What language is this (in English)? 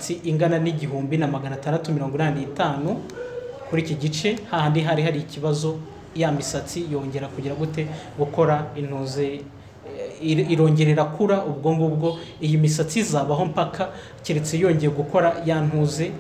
Kinyarwanda